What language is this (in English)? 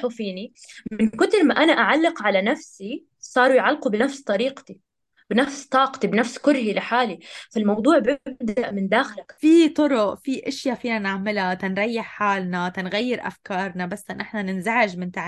North Levantine Arabic